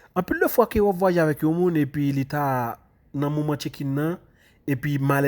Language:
Haitian Creole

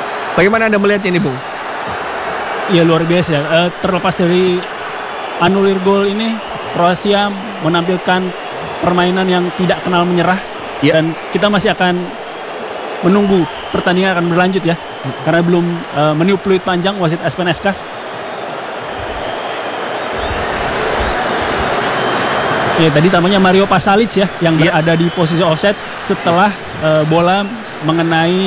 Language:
Indonesian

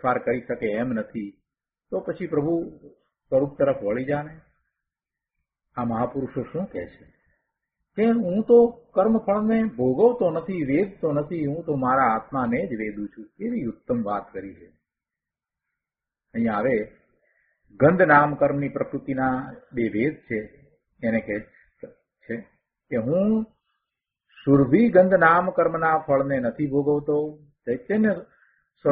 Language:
Gujarati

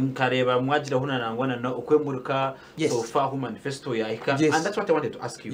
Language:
Nyankole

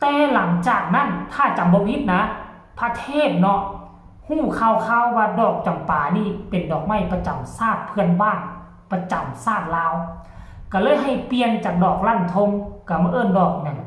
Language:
Northeastern Thai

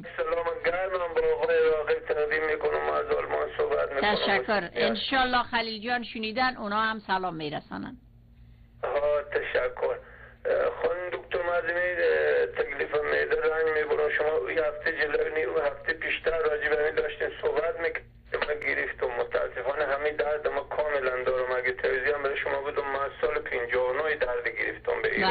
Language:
Persian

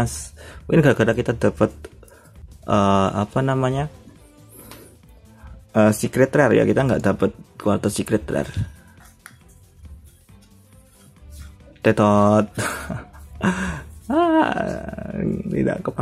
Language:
Indonesian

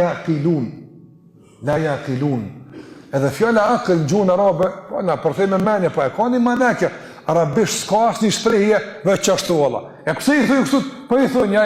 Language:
Albanian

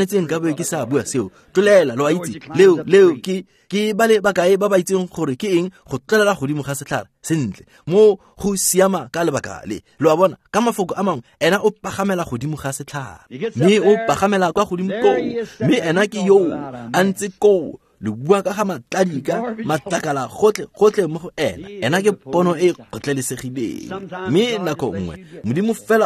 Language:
Tswana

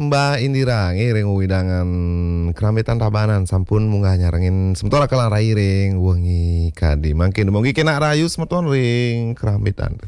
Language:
Balinese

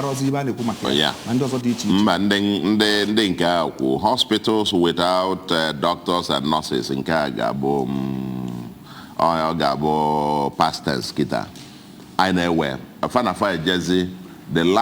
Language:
Igbo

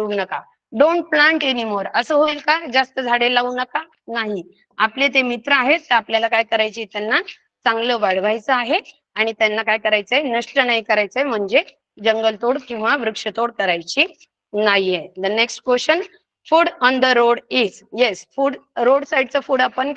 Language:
Marathi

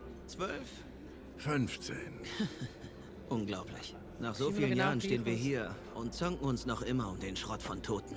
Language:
Swiss German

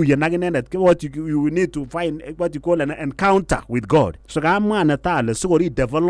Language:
Kalenjin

